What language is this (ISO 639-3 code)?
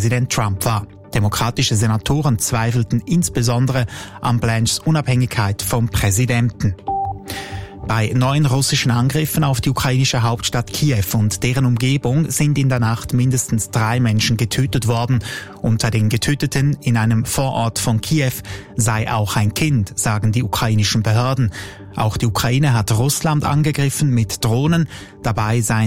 deu